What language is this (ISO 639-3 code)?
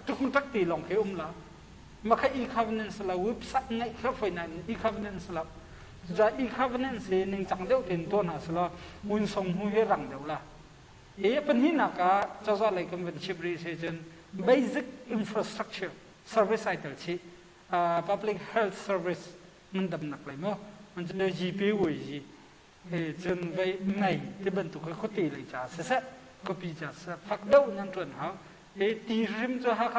cnh